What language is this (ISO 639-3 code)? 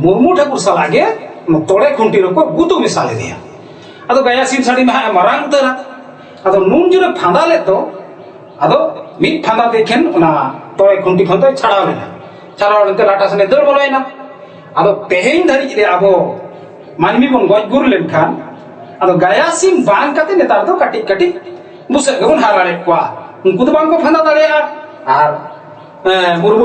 sat